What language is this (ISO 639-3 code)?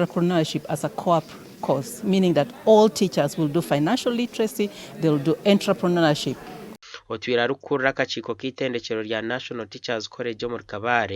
nyn